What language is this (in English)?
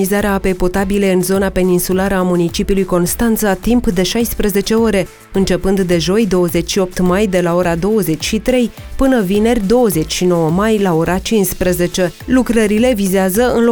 Romanian